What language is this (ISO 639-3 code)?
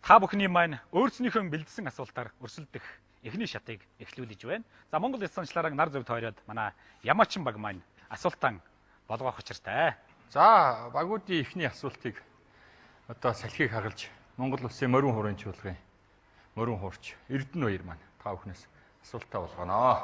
mon